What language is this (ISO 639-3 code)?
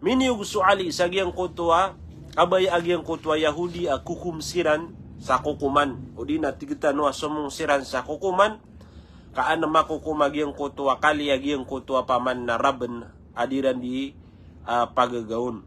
mrw